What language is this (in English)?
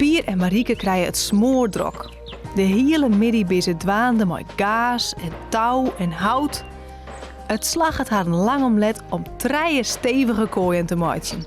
Western Frisian